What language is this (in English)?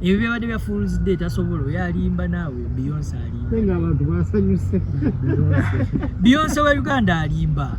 Ganda